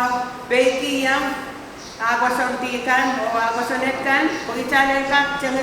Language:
Pohnpeian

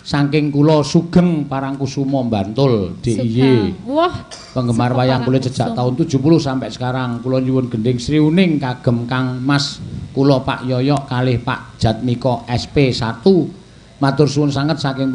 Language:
Javanese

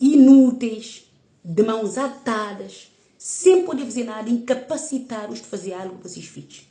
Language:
Kabuverdianu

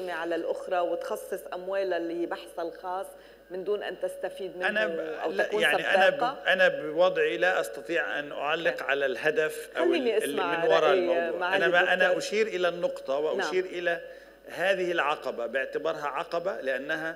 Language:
Arabic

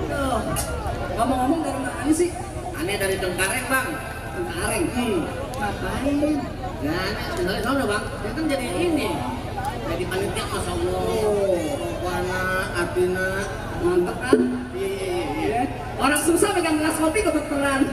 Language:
Betawi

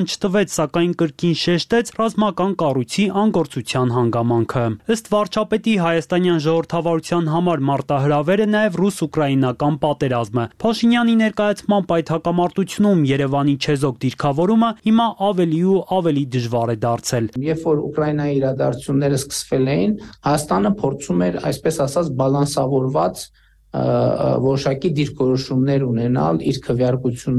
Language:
Armenian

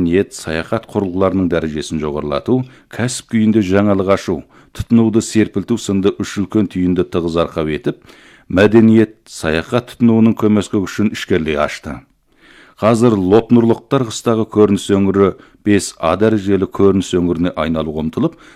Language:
Kazakh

